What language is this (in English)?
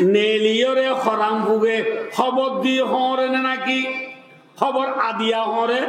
Rohingya